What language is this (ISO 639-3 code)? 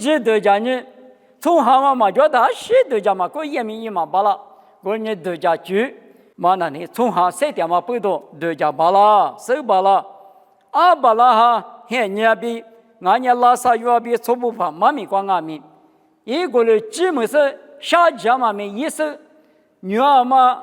lis